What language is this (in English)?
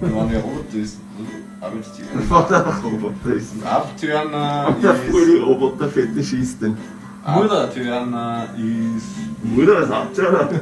Bavarian